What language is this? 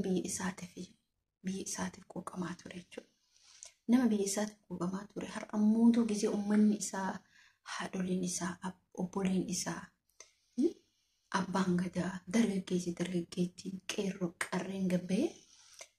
Oromo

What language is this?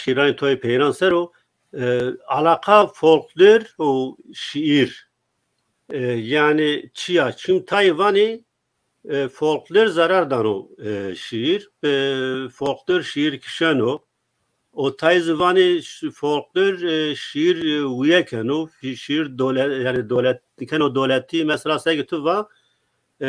Zaza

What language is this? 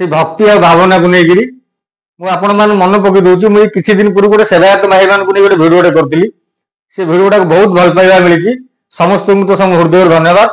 Odia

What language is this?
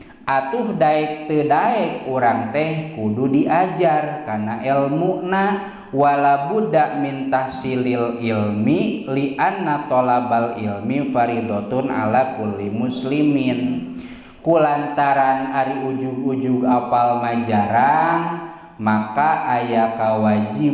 Sundanese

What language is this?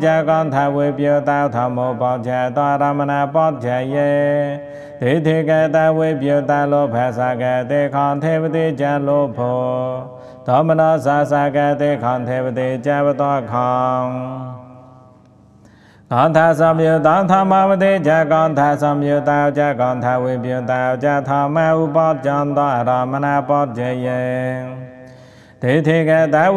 Pali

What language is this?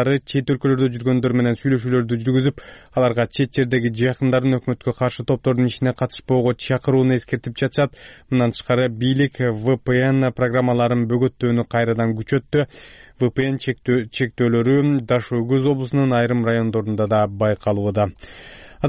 Kyrgyz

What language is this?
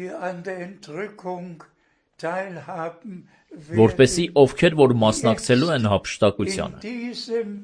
Armenian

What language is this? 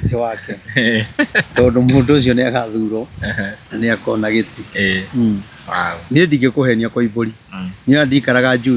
Kikuyu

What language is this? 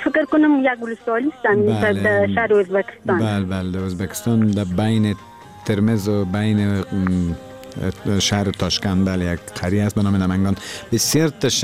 Persian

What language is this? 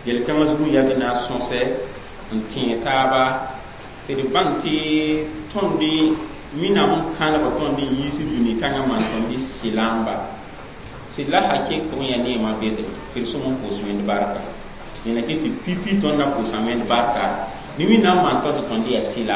Mossi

